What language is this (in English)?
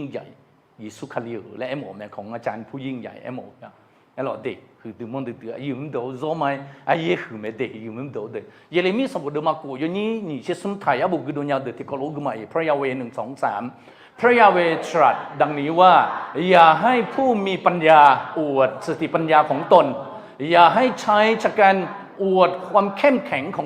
Akha